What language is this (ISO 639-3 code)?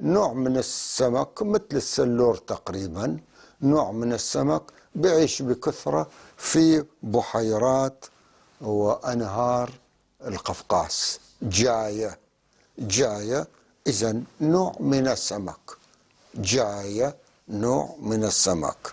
apc